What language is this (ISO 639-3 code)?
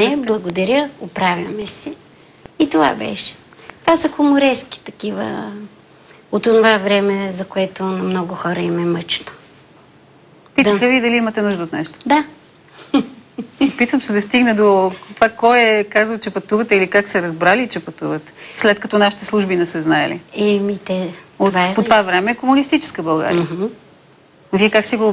bul